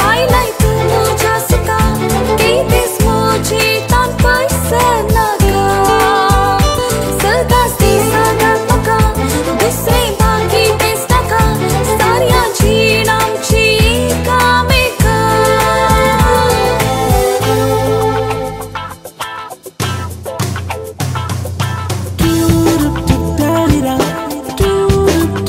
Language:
Konkani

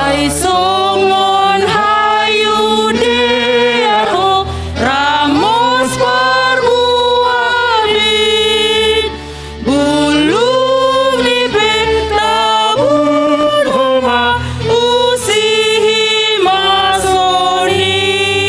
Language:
Batak Simalungun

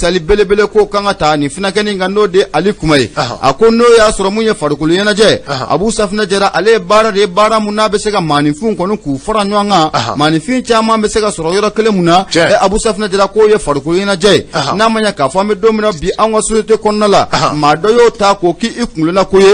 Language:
Bambara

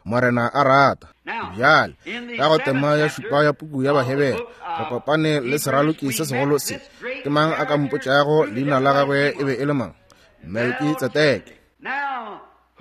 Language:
Northern Sotho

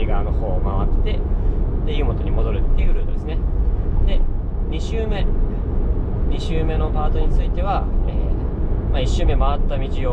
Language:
Japanese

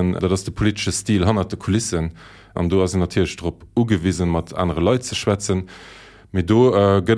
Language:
Luxembourgish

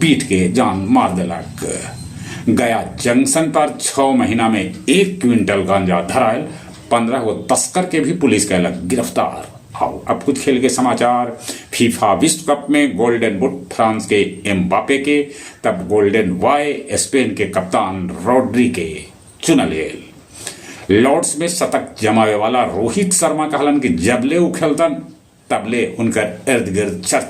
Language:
Magahi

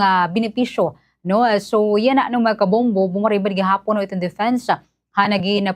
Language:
Waray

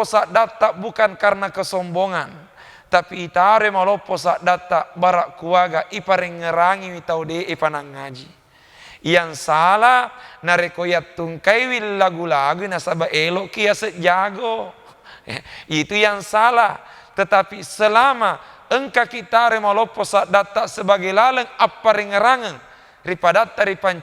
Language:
Buginese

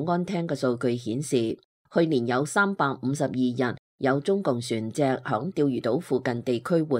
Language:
Cantonese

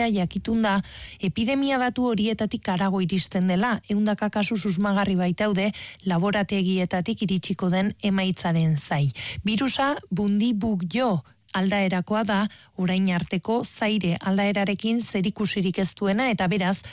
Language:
Basque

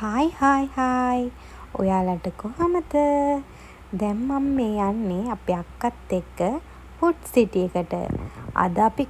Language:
Sinhala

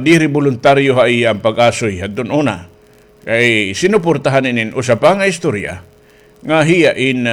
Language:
Waray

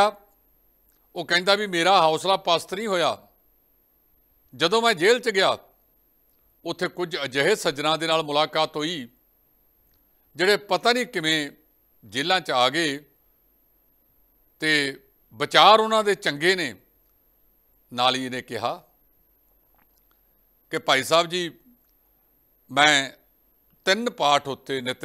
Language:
Punjabi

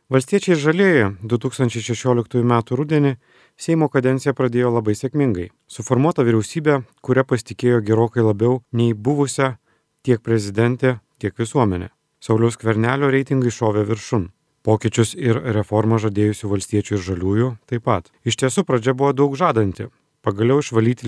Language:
Lithuanian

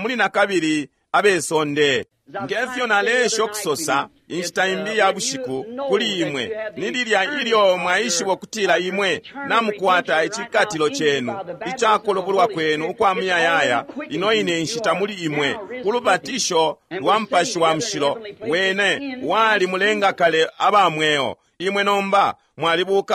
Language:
Bemba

